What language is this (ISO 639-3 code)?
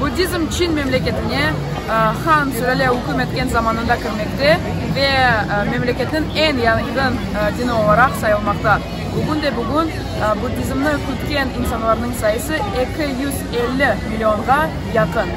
crh